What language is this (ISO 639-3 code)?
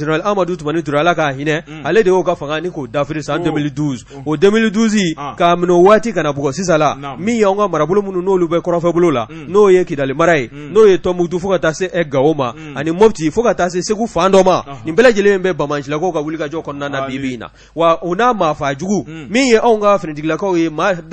bam